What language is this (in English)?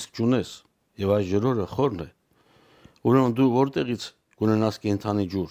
Armenian